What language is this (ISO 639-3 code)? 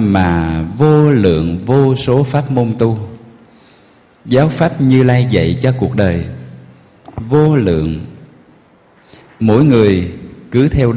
vie